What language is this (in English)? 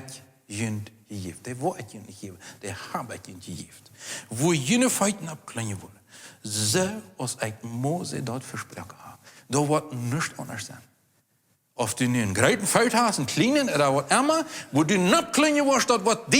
Plautdietsch